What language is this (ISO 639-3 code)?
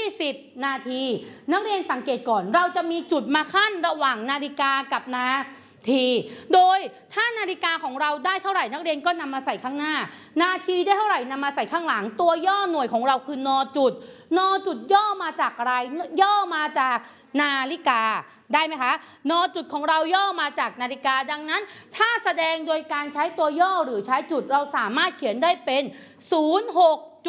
tha